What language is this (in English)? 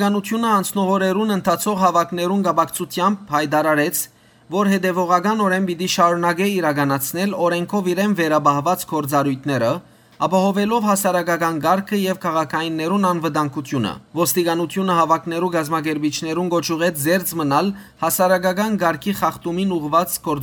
Western Armenian